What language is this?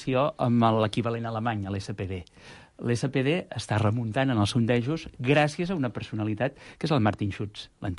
Catalan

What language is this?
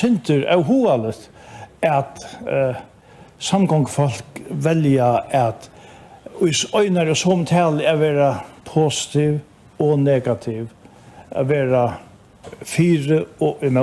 Faroese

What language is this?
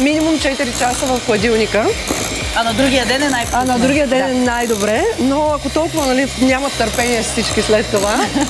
Bulgarian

